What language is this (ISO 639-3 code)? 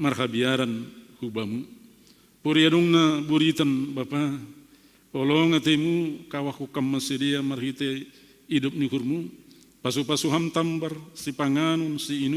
bts